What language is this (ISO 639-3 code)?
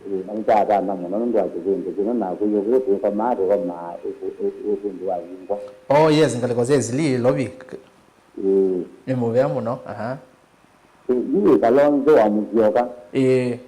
kam